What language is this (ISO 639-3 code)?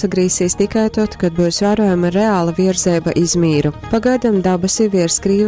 ltg